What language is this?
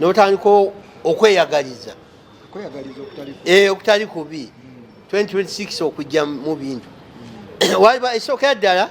Ganda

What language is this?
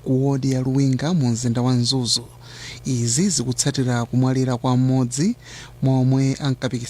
Nyanja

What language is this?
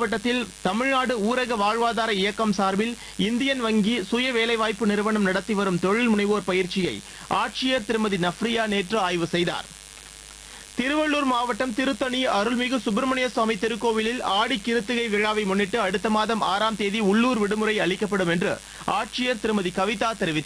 Tamil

